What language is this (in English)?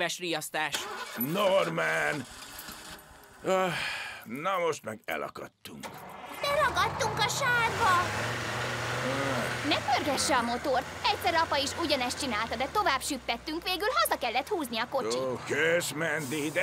Hungarian